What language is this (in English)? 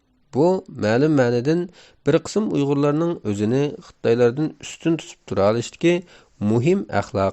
Uyghur